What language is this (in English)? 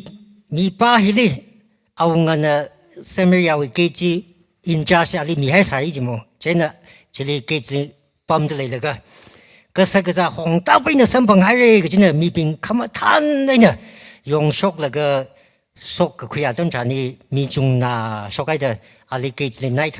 Tangkhul Naga (India)